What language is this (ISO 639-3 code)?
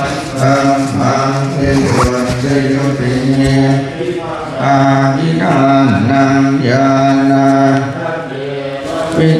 pli